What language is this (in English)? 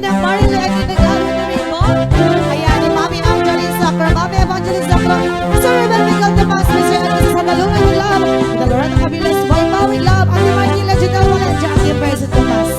Iloko